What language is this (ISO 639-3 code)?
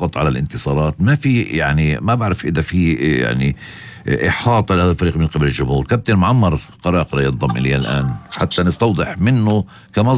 apc